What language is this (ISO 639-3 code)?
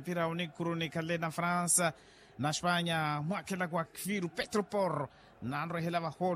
vmw